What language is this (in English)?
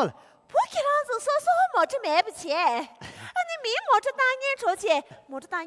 Tibetan